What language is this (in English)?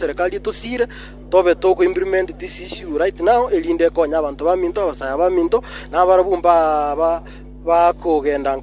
Gusii